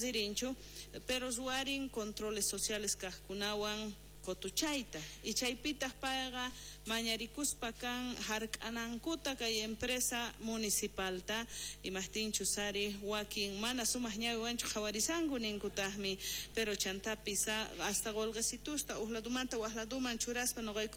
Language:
South Bolivian Quechua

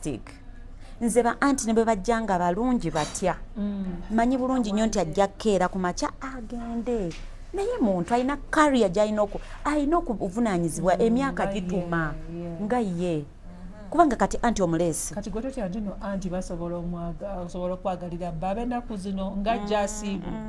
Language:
Ganda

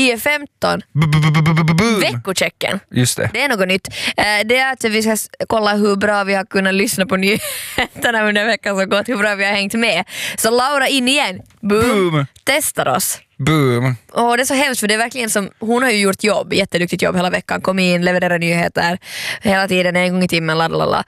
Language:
Swedish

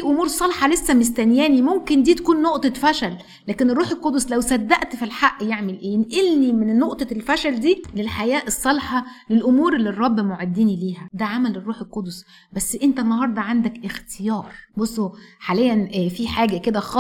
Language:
Egyptian Arabic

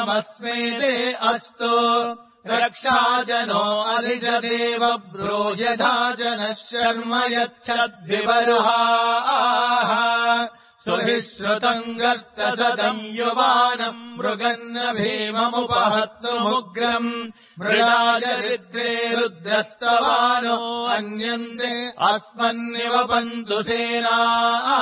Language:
Sanskrit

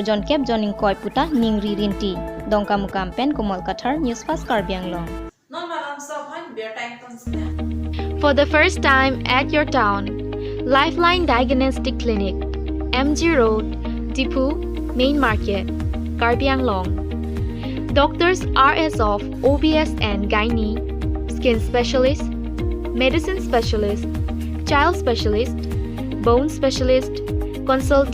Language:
Karbi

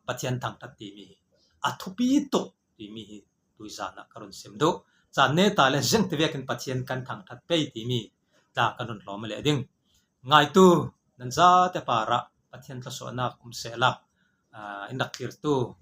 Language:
Falam Chin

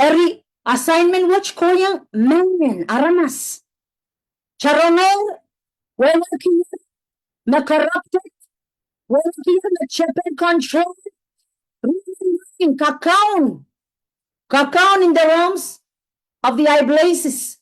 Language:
Pohnpeian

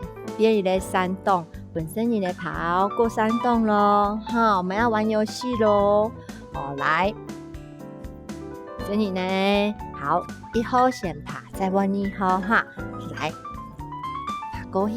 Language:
Hakka Chinese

